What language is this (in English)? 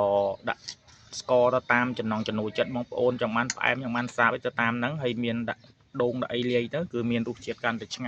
Khmer